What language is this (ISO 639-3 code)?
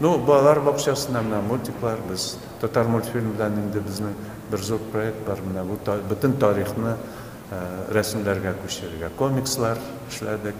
tat